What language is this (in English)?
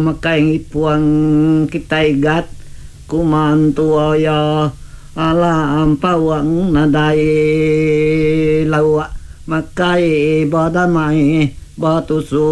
Iban